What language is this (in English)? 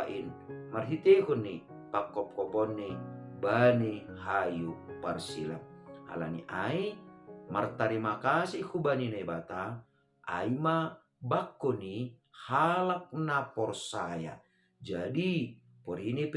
Batak Simalungun